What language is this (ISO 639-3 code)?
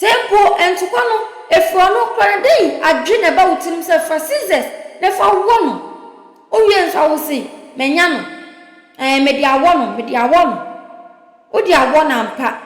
aka